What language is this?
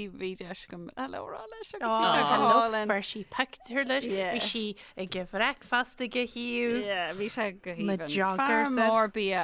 Irish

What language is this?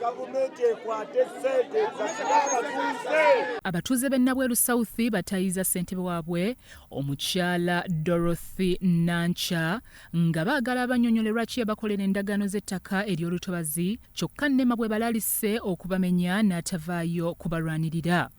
Ganda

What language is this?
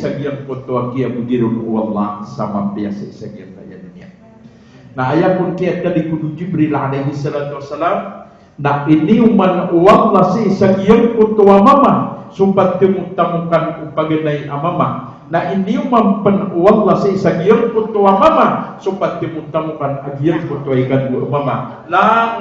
Maranao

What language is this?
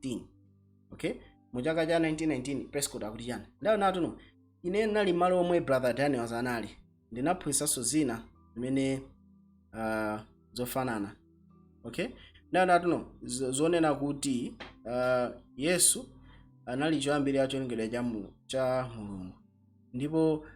Nyanja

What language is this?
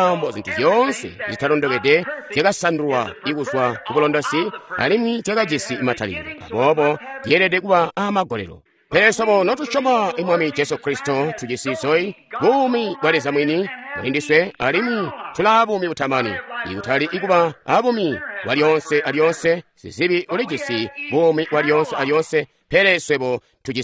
Tonga (Zambia)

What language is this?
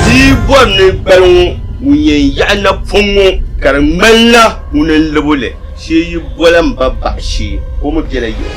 Dagbani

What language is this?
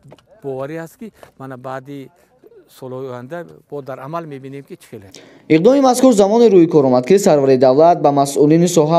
Tajik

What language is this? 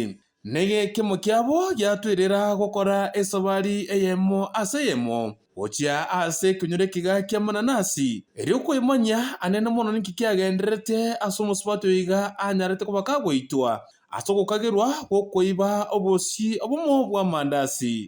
Gusii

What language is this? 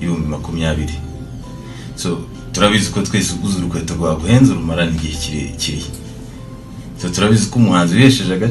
Kinyarwanda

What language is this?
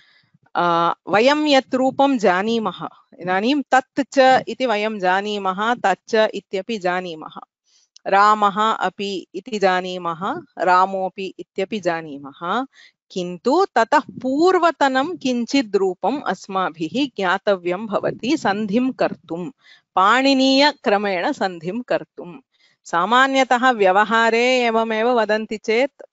Sanskrit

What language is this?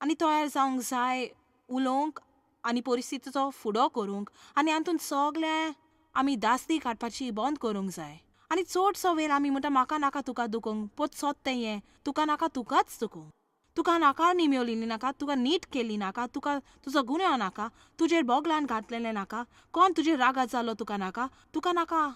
Konkani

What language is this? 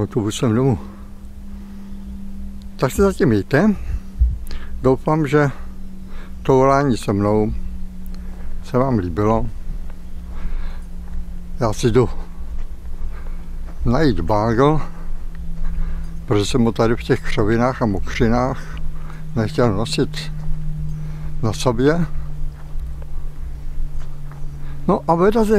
Czech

